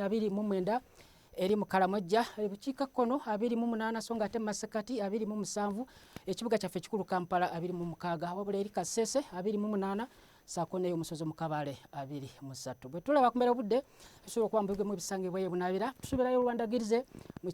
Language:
Ganda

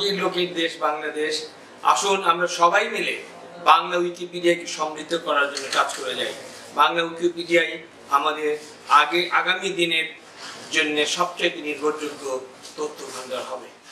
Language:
Bangla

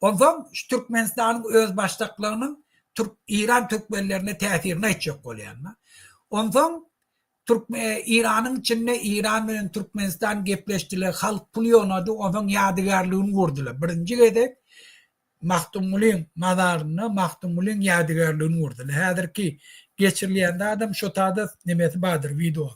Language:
Turkmen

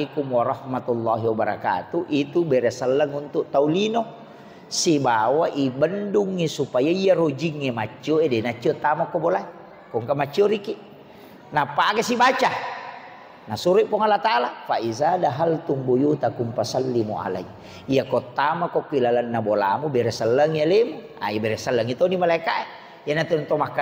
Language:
Buginese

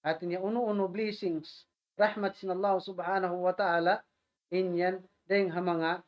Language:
Tausug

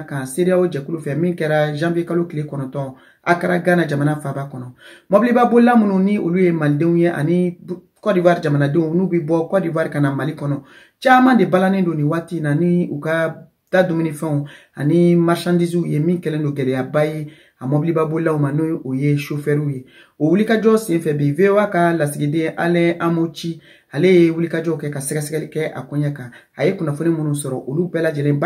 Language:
Bambara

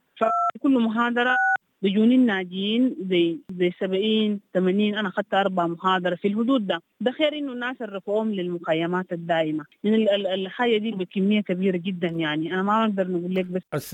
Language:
Sudanese Arabic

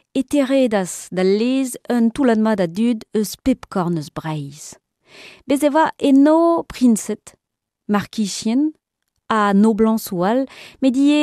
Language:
Breton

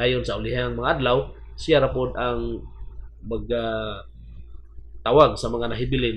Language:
Cebuano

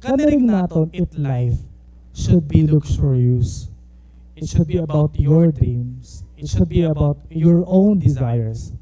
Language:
Waray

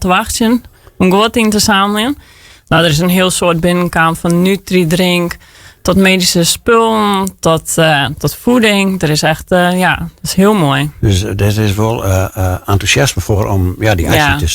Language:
Western Frisian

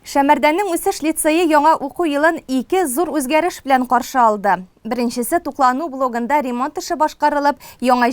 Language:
Tatar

